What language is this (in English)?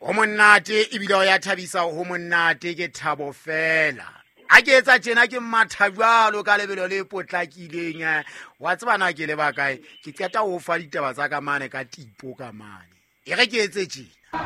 Southern Sotho